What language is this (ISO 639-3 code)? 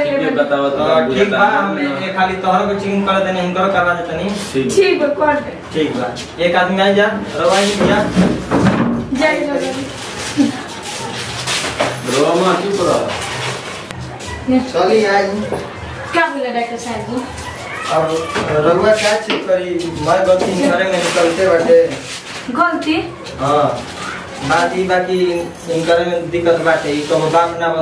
bho